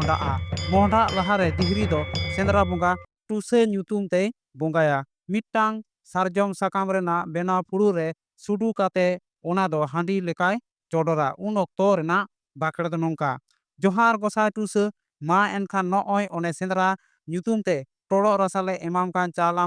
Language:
Santali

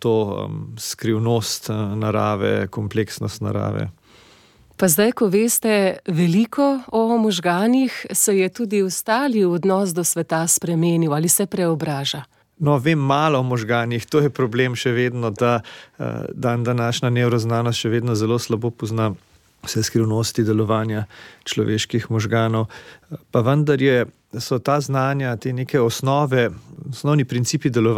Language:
Slovenian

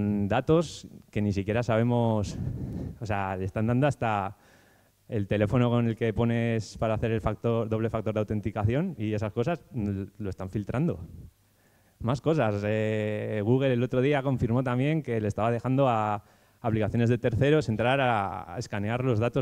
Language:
Spanish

